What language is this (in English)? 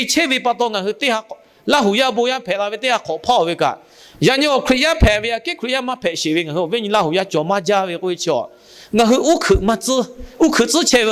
Lahu